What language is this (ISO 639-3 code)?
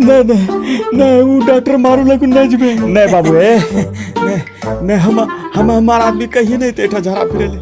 anp